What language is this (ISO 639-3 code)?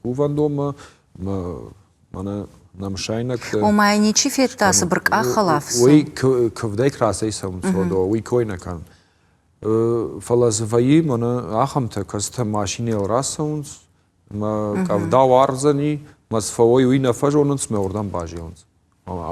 oss